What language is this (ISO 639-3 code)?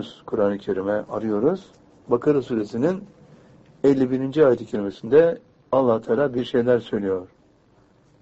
tur